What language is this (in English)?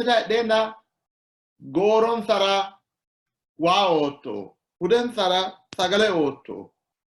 Sidamo